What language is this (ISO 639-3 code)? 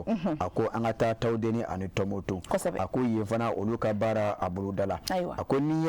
bam